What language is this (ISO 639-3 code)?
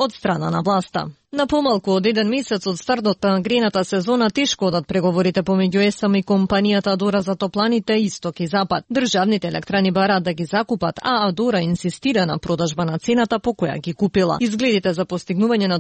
mkd